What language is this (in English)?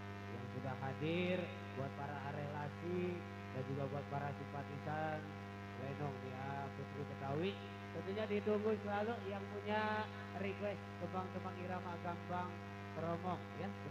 Betawi